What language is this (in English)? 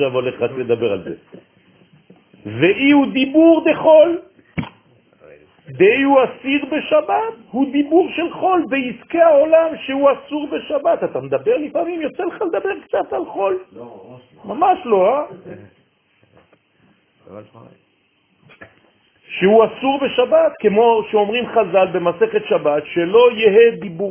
Hebrew